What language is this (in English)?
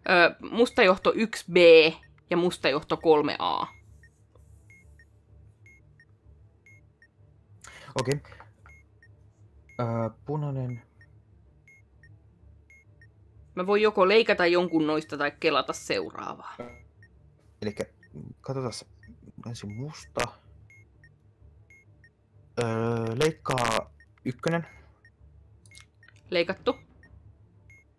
Finnish